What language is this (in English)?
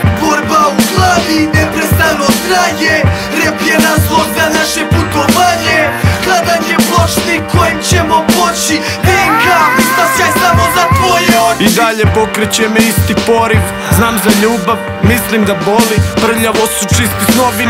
Serbian